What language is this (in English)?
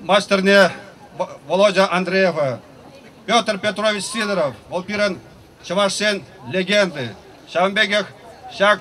Chuvash